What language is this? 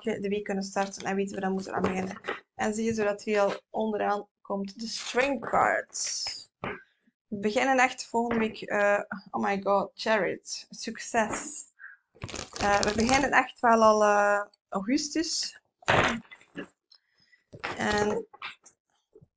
Dutch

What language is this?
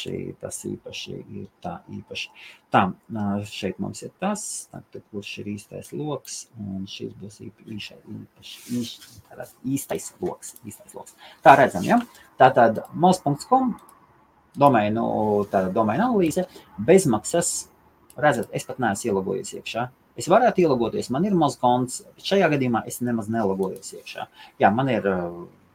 Latvian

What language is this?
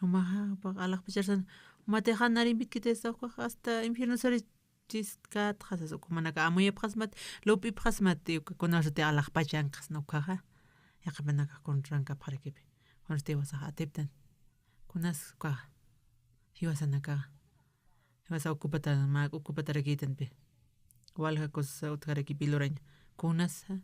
Aymara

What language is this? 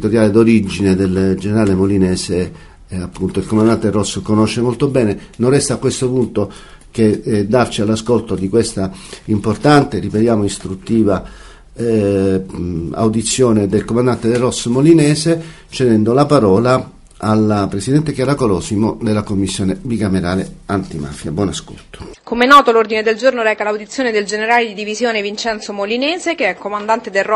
Italian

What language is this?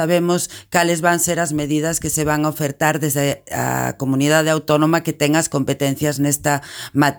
Galician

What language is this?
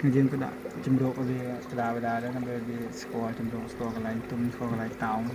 Khmer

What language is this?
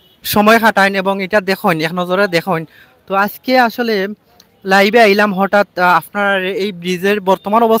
Sylheti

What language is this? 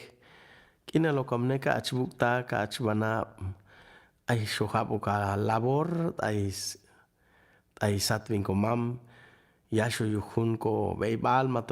Chuj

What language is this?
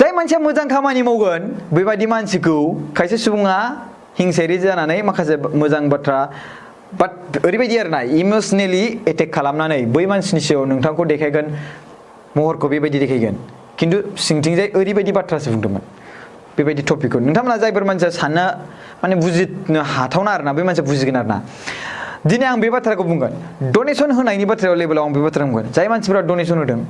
Bodo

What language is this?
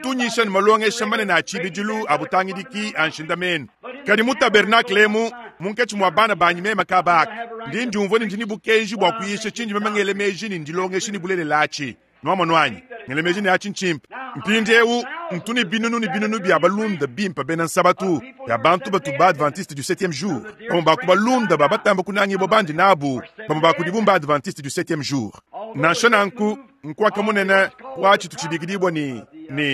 Luba-Lulua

